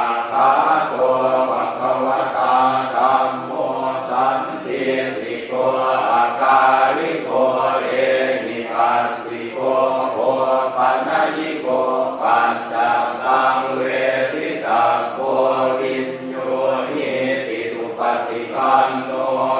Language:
Pali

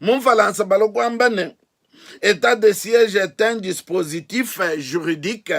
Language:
Luba-Lulua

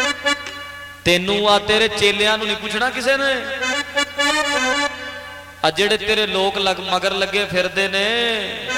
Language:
Punjabi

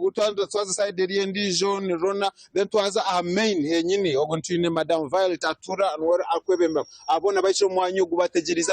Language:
Nyankole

